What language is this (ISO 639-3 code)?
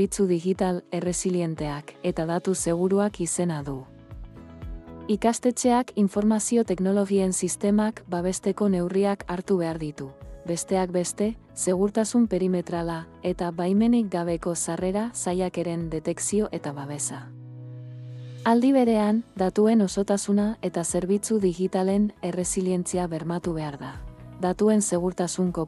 eus